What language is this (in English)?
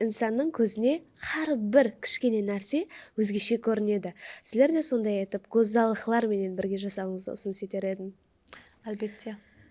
Kara-Kalpak